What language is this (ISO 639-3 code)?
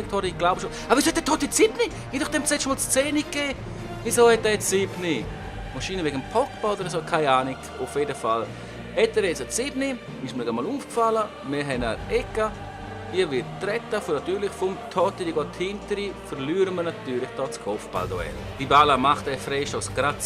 gsw